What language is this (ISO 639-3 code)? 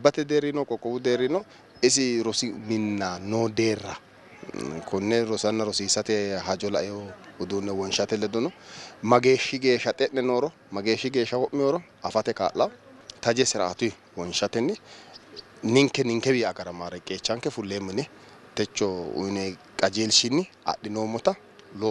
sid